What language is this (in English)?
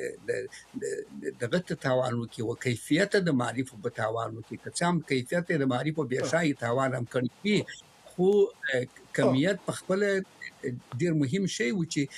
Pashto